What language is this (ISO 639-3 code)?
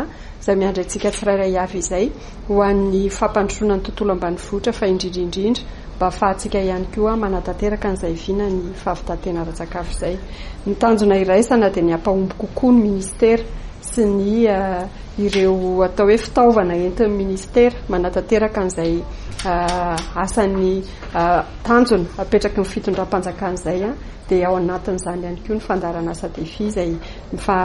mlg